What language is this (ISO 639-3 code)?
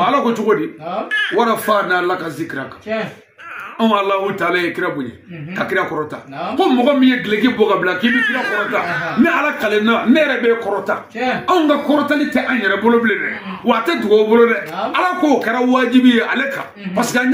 bam